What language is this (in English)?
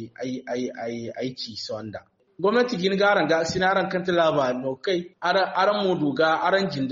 Zarma